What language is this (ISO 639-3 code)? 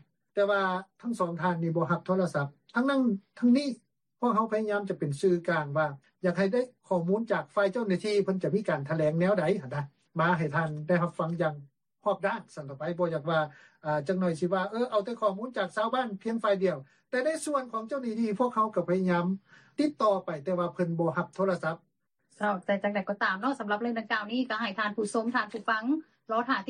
lao